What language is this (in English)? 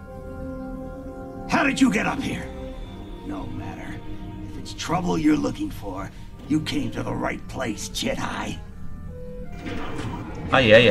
Czech